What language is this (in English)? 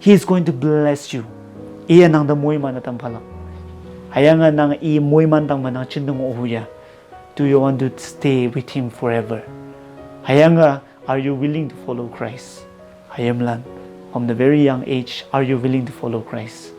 Konyak Naga